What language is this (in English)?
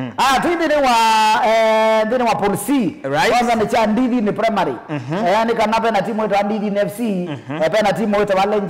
Kamba